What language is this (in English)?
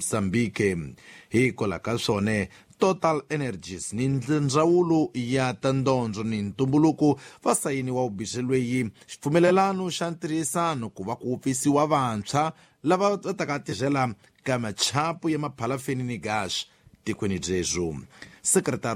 Tsonga